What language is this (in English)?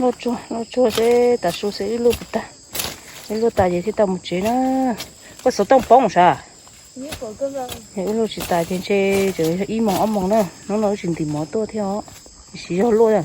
Hmong